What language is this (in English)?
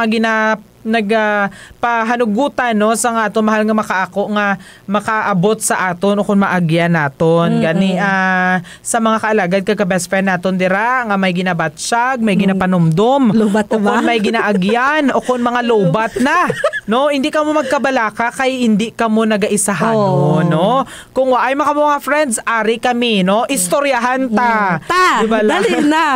Hiligaynon